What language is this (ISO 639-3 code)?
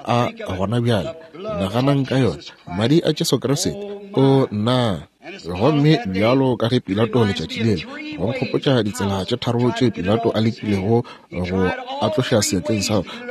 nso